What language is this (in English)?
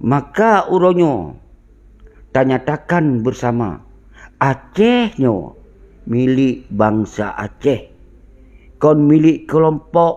Achinese